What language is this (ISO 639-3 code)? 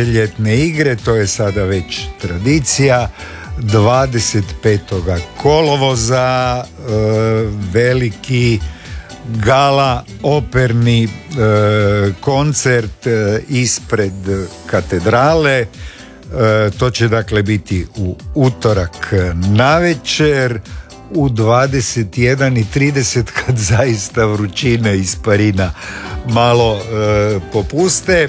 hrv